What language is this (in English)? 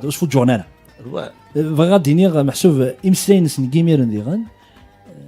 Kabyle